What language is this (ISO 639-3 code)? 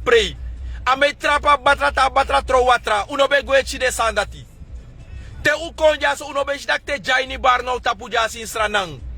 srn